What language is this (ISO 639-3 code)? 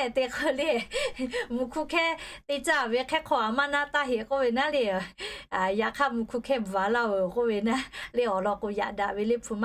lhu